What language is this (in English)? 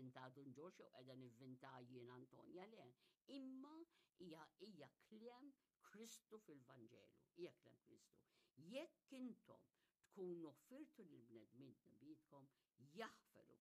Maltese